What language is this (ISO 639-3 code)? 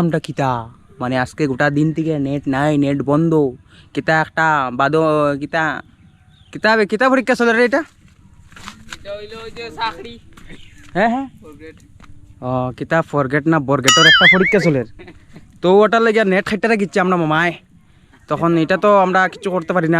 syl